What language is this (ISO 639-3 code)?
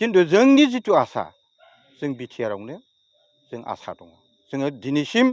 brx